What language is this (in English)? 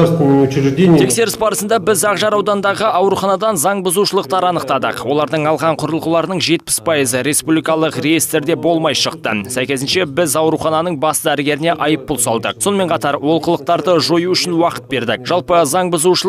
Kazakh